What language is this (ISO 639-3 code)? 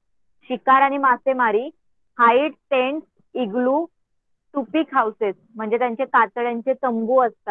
mar